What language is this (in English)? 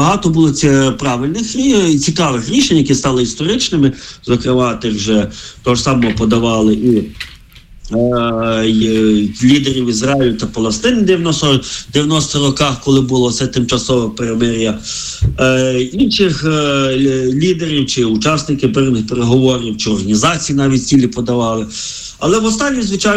Ukrainian